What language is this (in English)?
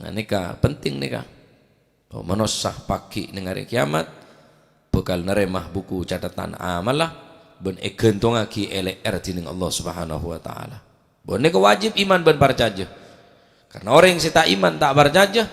Madurese